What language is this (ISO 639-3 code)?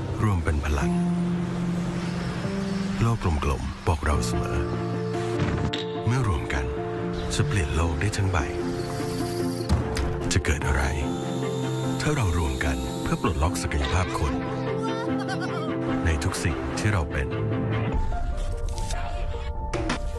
tha